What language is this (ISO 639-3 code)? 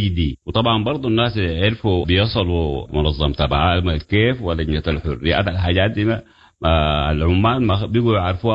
apd